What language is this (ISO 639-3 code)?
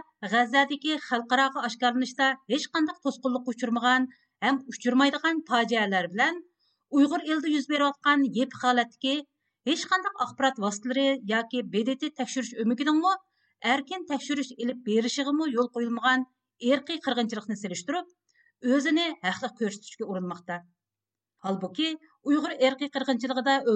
uig